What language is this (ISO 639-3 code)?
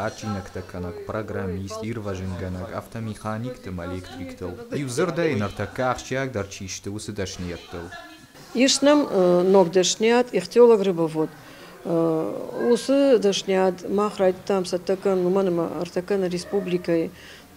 oss